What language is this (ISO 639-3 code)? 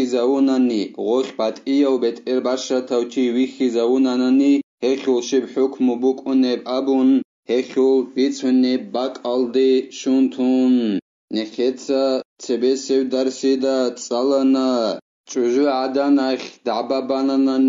ava